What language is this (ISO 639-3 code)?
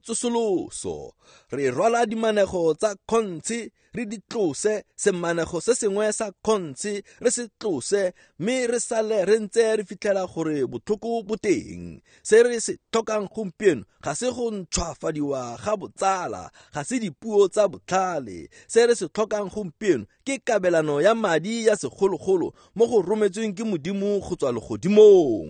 tsn